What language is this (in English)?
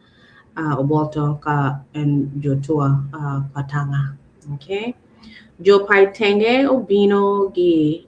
Acoli